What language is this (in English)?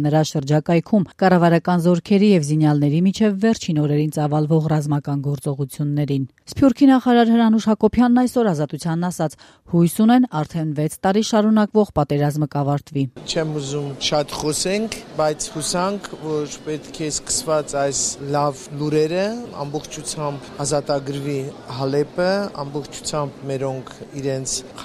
Armenian